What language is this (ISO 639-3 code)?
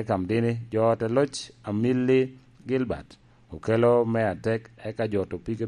laj